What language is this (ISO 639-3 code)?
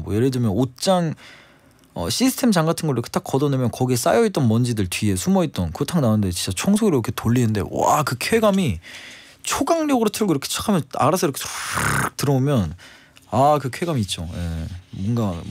kor